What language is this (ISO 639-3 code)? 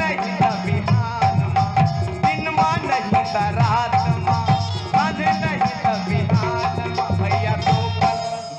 hne